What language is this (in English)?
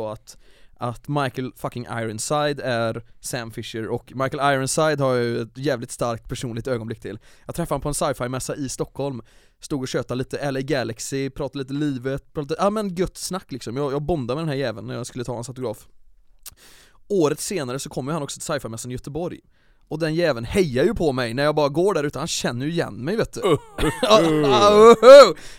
Swedish